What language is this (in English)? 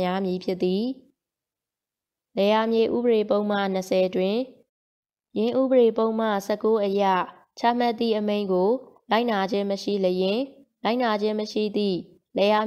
Burmese